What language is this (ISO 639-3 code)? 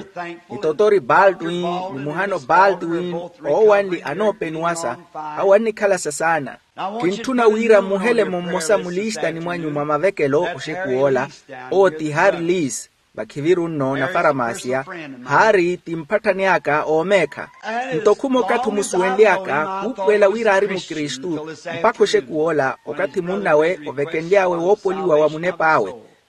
vmw